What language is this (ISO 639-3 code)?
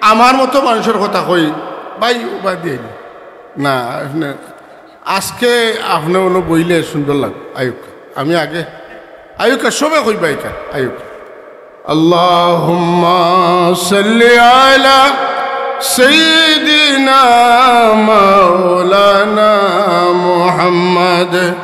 syl